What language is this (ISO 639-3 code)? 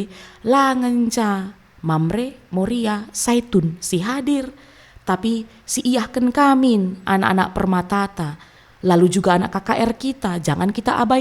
btx